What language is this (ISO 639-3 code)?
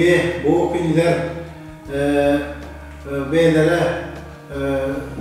sah